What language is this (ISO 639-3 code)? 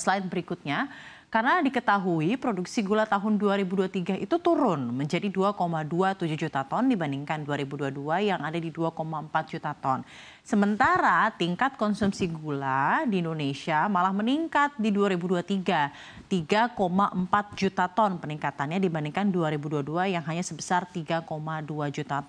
ind